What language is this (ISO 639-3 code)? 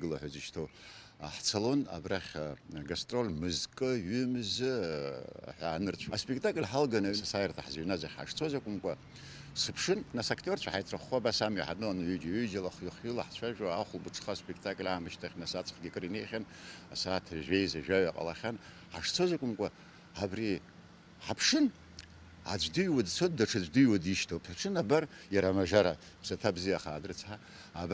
abk